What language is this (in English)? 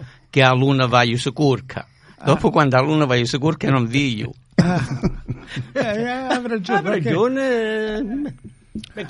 Italian